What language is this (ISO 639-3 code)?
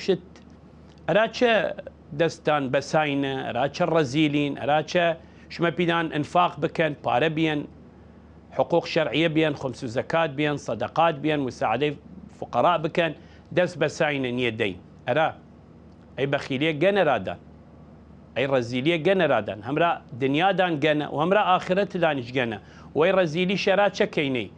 sdh